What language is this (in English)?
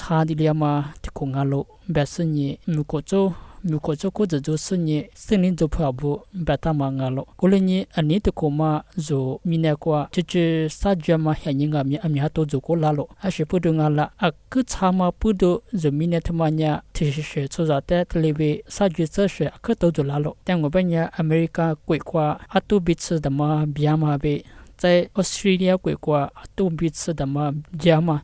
Lisu